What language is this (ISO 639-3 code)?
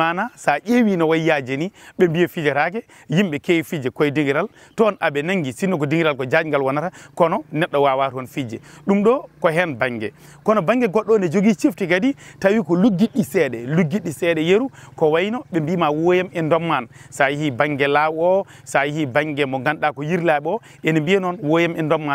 ful